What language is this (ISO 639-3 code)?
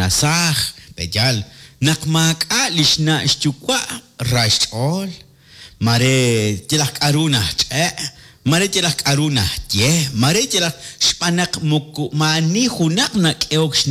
kek